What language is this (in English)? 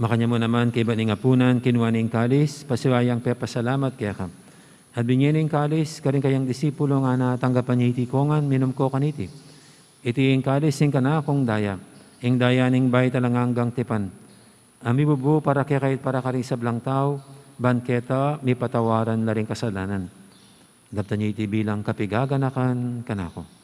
Pampanga